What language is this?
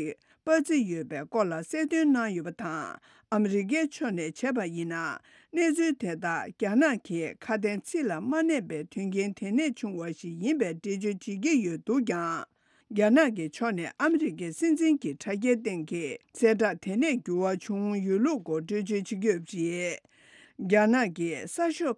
Tibetan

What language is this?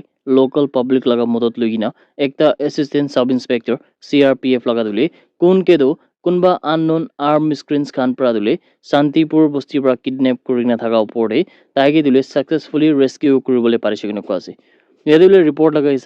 Naga Pidgin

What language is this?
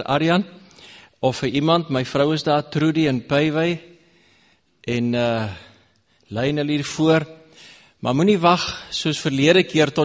Afrikaans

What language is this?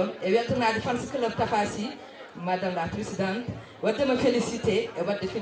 Fula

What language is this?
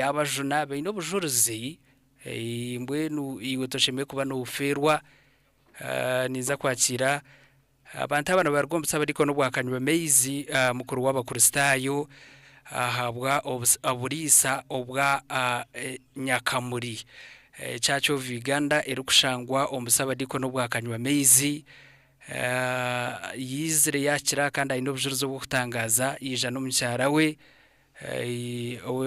Nyankole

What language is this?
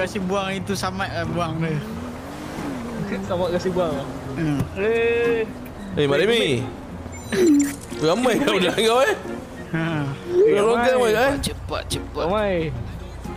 Malay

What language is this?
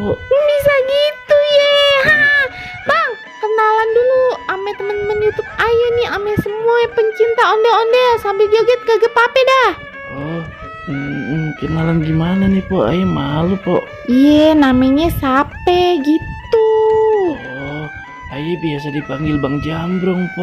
Betawi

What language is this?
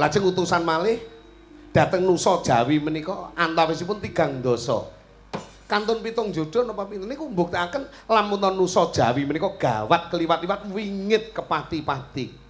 Javanese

